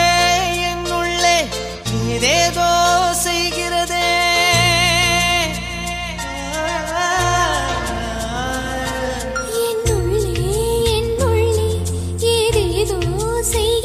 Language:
Tamil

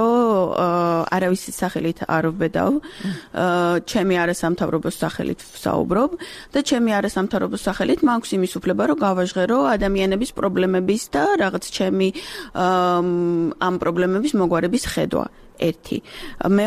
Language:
Georgian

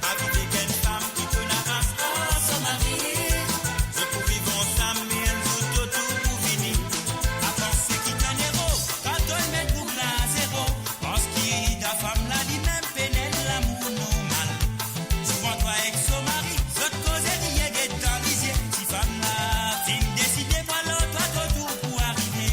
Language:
Morisyen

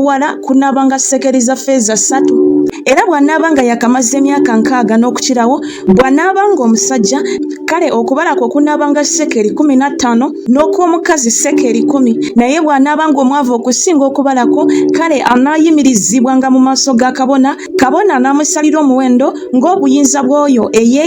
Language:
Ganda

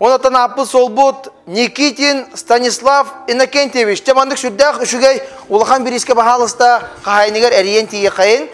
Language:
Yakut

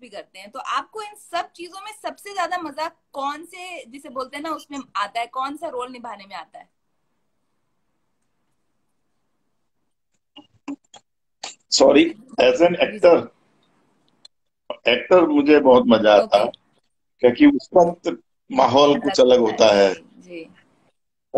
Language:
Hindi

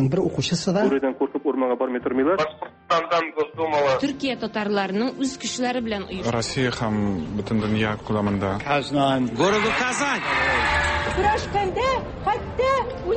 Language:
Tatar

